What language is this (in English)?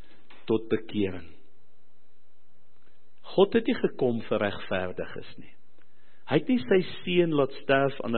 Afrikaans